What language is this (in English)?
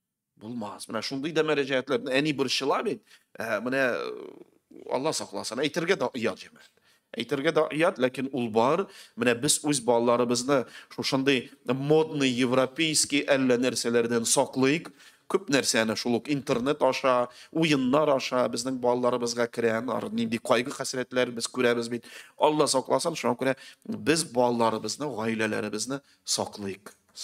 Tatar